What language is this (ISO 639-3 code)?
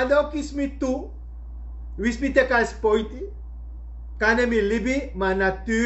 srn